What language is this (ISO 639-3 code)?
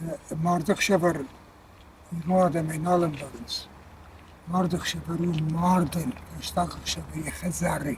oss